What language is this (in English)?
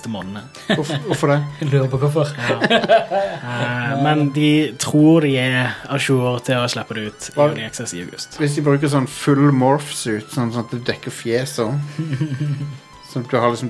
Norwegian